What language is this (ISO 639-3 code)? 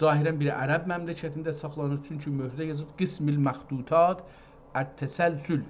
azb